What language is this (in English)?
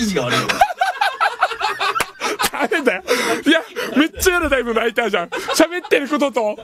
Japanese